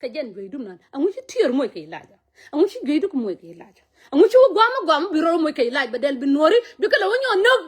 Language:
Nuer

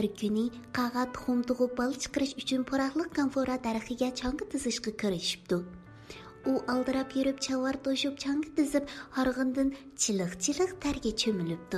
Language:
Uyghur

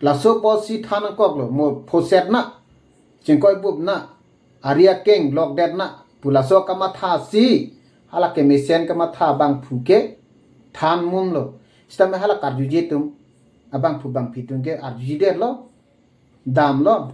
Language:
Karbi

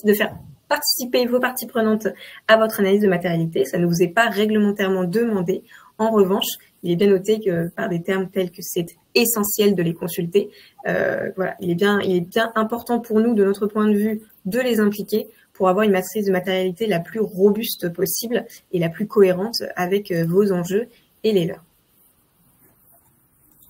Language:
French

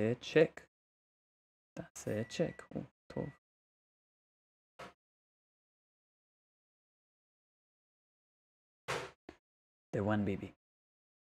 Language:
Hebrew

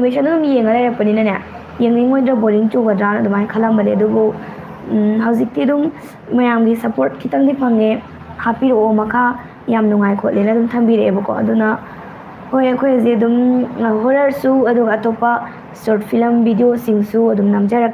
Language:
Manipuri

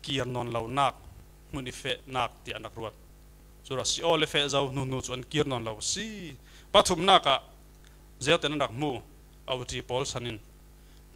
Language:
Falam Chin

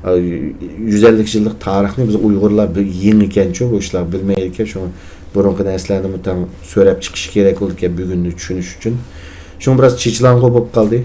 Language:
Uyghur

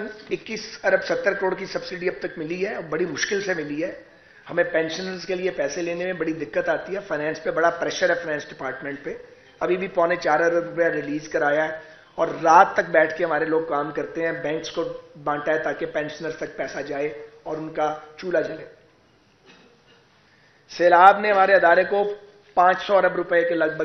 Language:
Urdu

